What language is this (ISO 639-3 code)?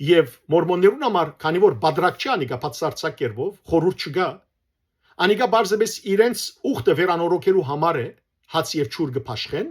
hyw